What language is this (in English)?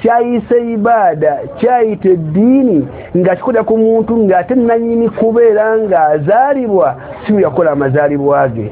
Ganda